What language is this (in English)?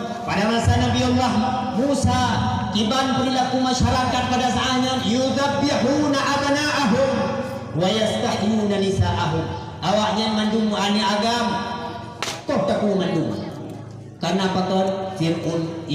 Achinese